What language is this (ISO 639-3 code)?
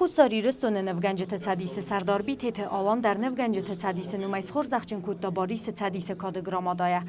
oss